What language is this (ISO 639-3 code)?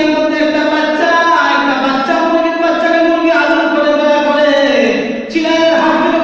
ben